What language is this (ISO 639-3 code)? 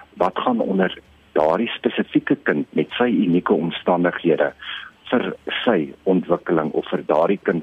afr